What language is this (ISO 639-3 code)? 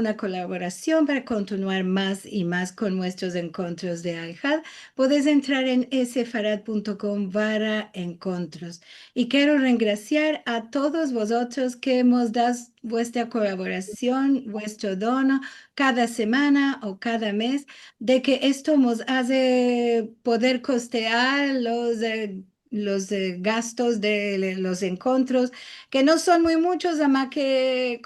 lad